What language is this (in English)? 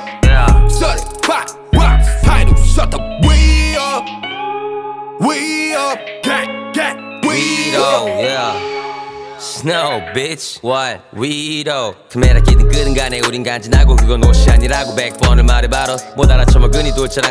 Korean